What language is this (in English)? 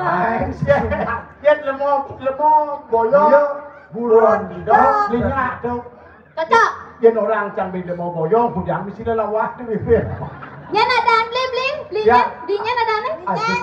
Balinese